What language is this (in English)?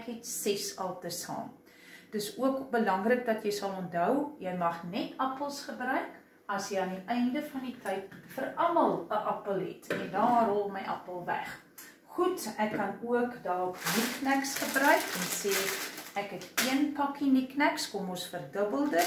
Afrikaans